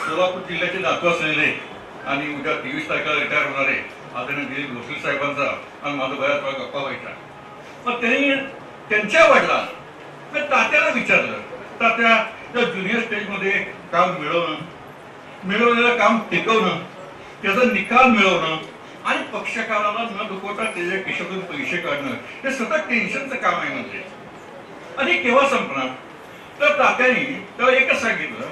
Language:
Marathi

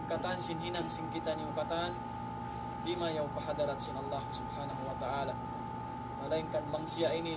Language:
Tausug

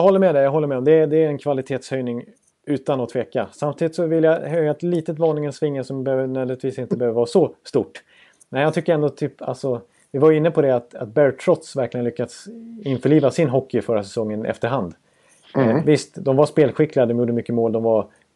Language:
Swedish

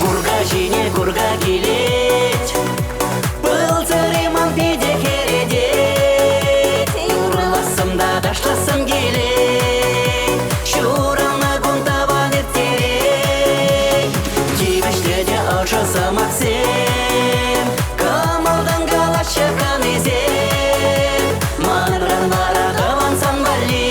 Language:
Chuvash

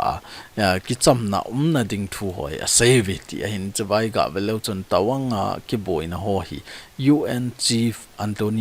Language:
Thado Chin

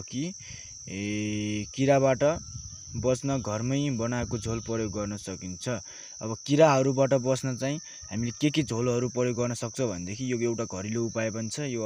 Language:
Nepali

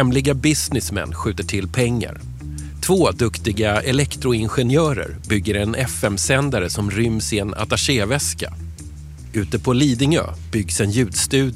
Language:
Swedish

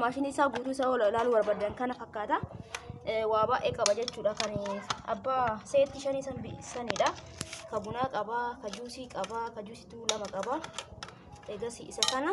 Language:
Oromo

